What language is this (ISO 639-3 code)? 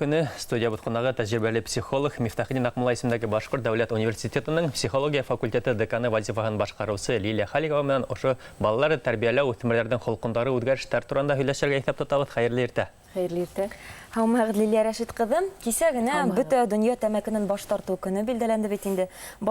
bak